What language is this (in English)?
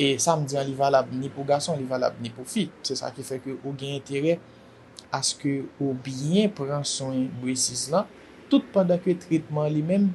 Haitian Creole